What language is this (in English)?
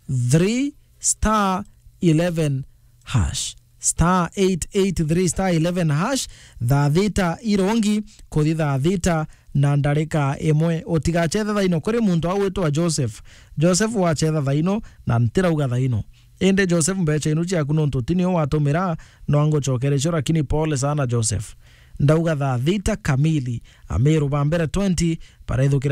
Meru